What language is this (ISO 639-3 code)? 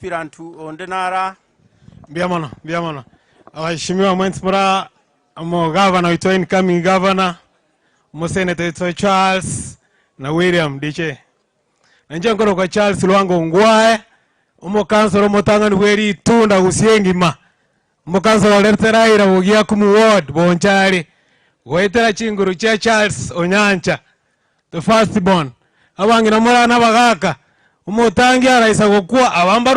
guz